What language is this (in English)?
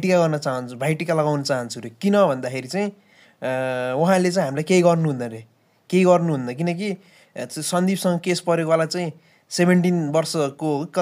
Nepali